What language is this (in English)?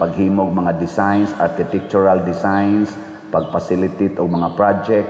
Cebuano